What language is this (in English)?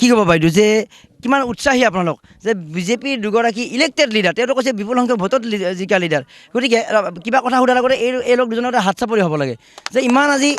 Assamese